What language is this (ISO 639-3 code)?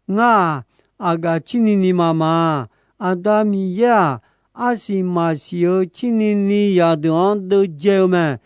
ahk